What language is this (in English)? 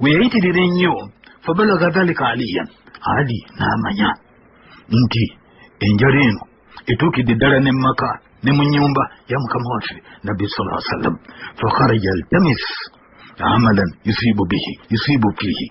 Ganda